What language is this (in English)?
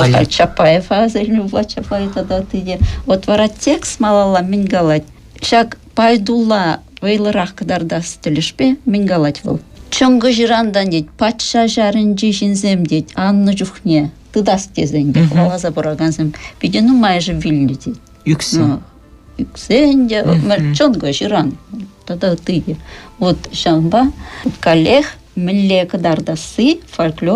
Chuvash